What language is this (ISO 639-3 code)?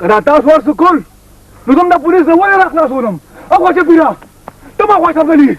pus